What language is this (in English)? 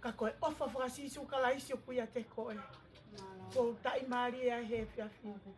Tongan